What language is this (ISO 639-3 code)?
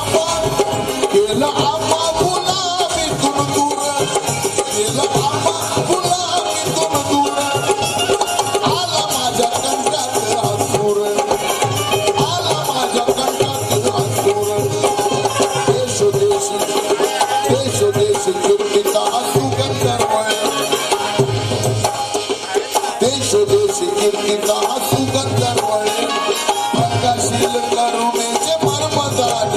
mar